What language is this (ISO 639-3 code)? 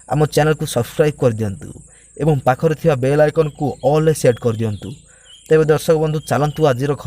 ori